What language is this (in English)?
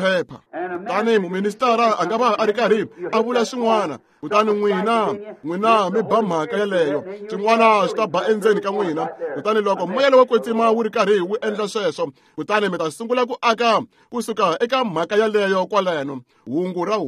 Tsonga